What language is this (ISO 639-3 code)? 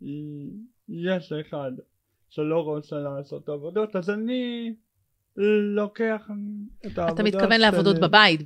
heb